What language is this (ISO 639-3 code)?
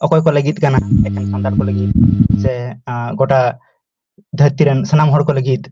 sat